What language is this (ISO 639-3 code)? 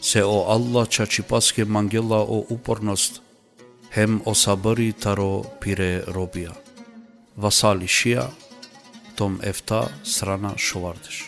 rmn